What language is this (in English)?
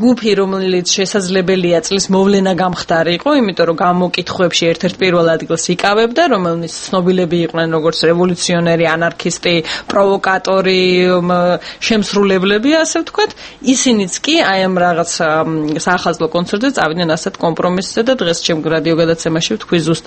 Georgian